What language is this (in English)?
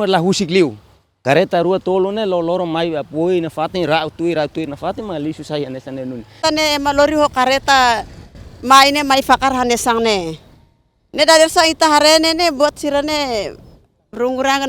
Tetum